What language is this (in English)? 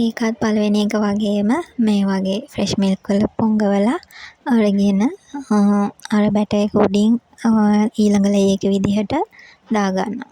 Sinhala